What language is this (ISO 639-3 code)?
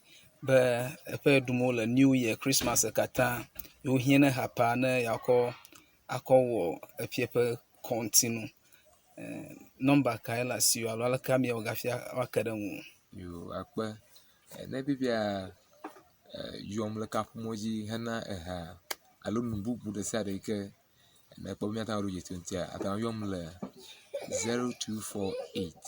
ewe